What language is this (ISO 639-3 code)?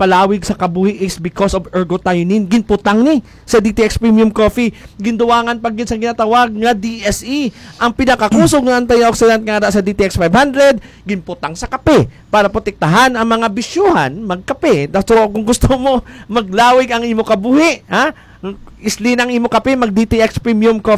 hil